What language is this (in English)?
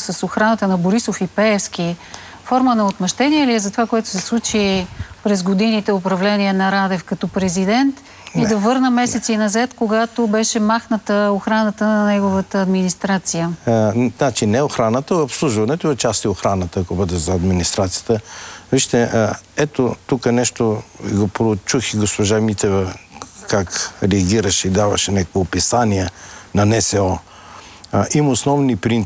Bulgarian